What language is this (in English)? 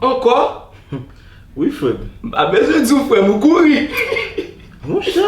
Haitian Creole